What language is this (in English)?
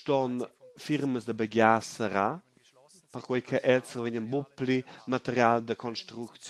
Romansh